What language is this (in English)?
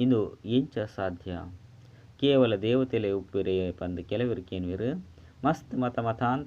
Tulu